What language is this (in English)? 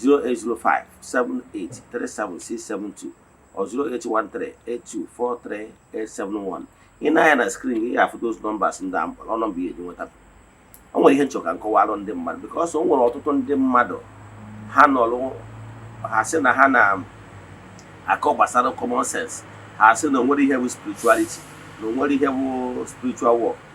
Igbo